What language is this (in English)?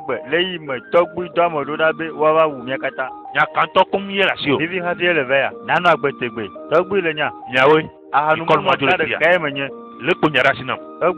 Ewe